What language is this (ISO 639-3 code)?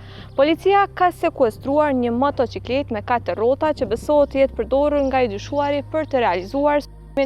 sqi